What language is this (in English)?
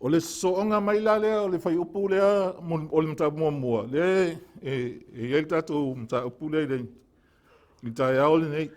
Samoan